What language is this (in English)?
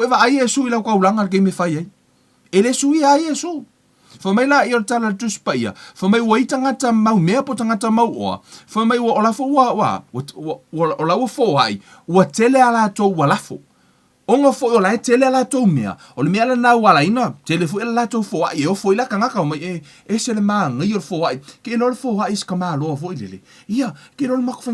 Samoan